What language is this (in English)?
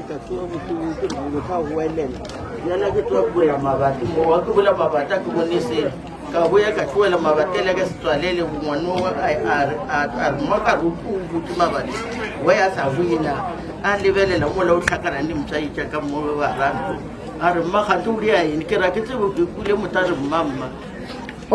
Northern Sotho